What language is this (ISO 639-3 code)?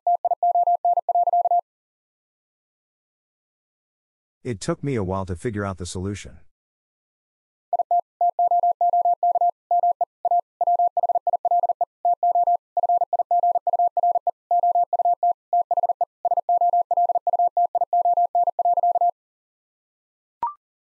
eng